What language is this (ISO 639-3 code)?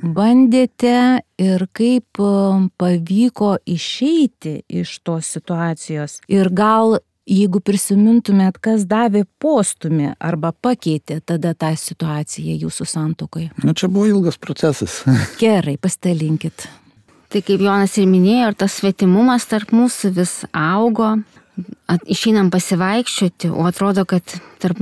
lit